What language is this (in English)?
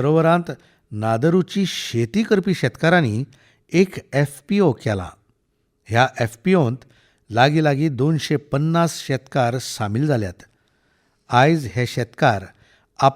Konkani